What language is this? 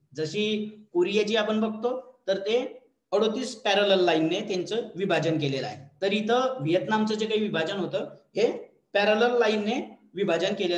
Marathi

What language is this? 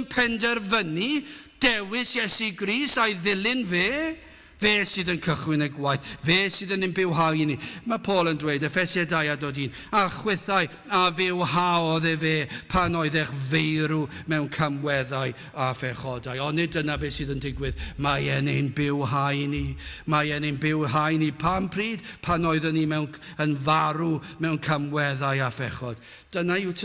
Welsh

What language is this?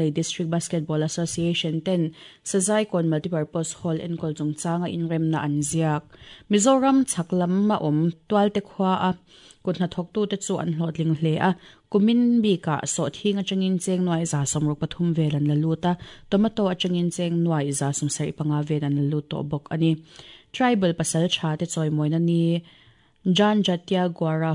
Mizo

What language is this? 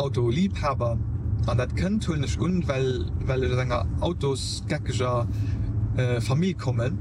Luxembourgish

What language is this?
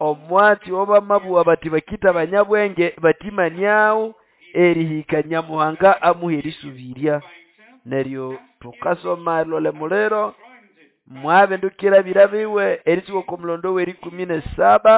Nande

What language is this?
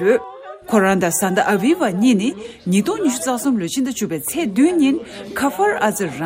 Tibetan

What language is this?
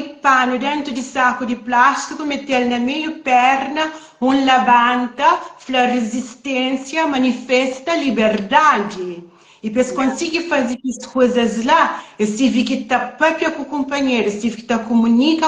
Kabuverdianu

